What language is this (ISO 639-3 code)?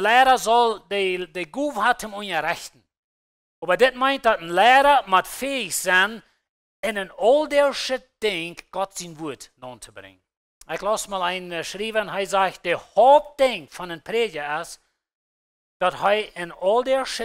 pdt